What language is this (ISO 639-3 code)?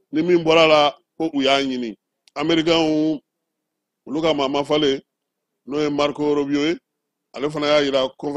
bam